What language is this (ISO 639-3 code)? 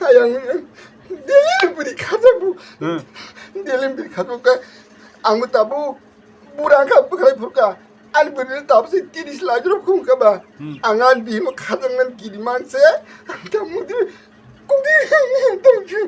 trp